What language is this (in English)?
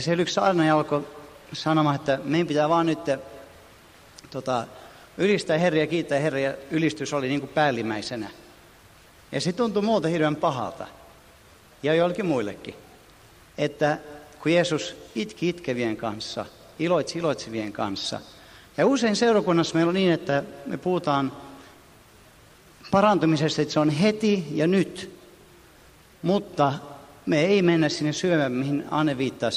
Finnish